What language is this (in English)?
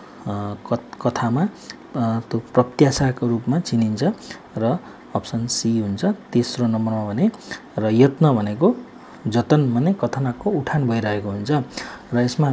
Nepali